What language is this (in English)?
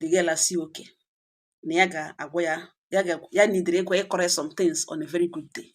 Igbo